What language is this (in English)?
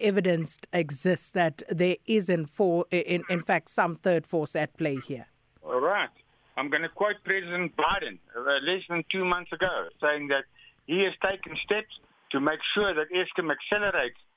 English